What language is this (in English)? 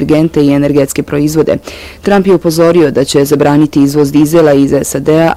Bosnian